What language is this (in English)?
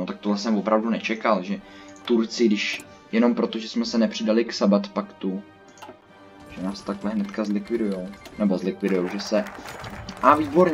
Czech